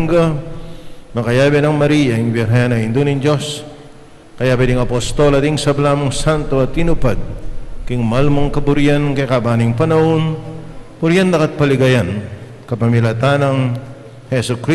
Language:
Pampanga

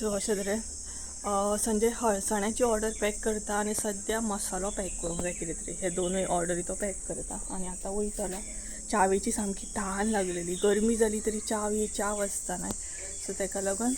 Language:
Konkani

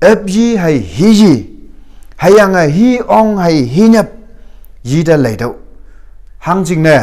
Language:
Konyak Naga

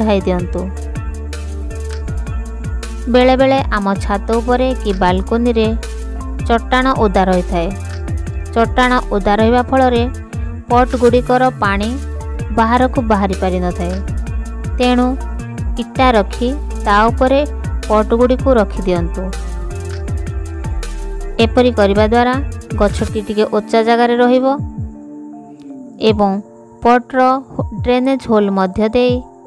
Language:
Odia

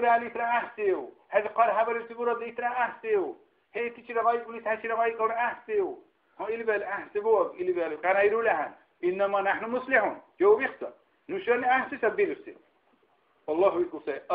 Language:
Dargwa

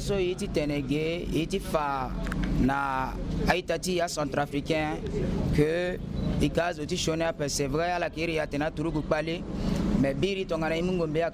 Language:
Sango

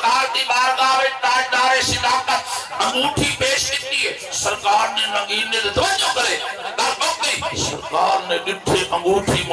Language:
Saraiki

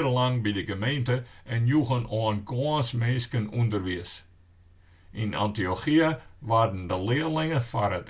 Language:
Western Frisian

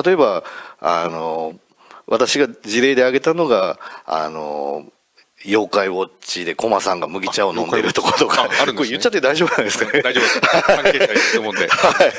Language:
Japanese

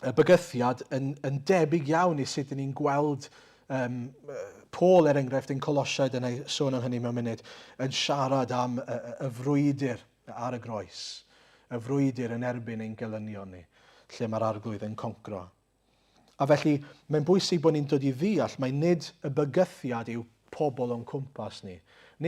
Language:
Welsh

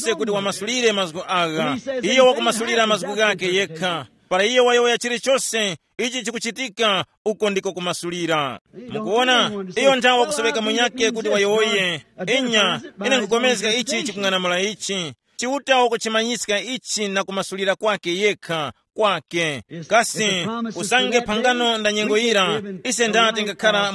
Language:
Tumbuka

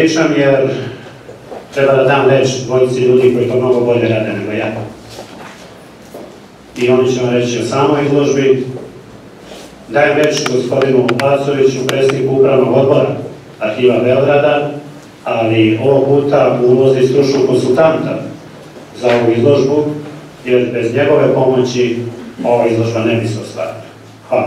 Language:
Serbian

